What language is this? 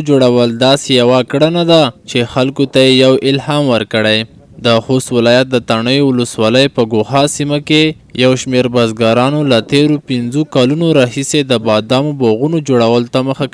Pashto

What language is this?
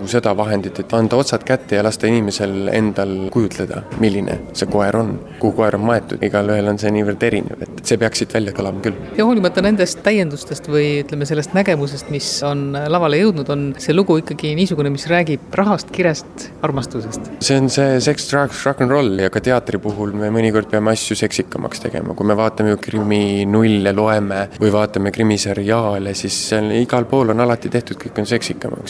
Estonian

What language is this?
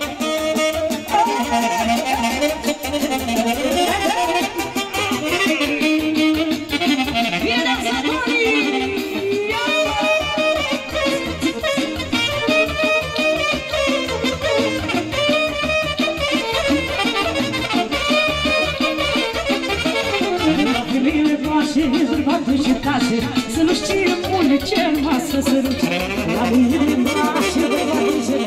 Romanian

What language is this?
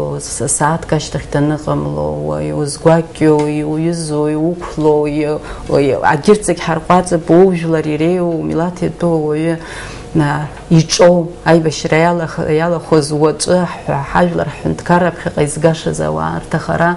Abkhazian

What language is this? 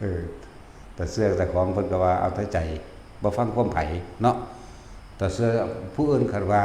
Northeastern Thai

